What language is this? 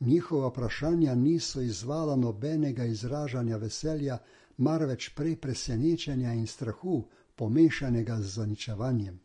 Slovenian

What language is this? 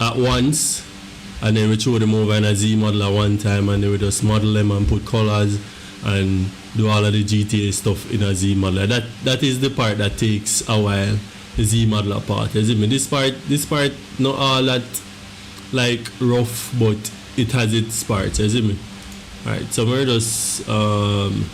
Jamaican Creole English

